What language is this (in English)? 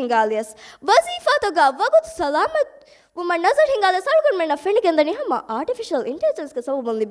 Divehi